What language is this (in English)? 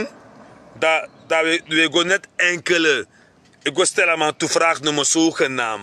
Sranan Tongo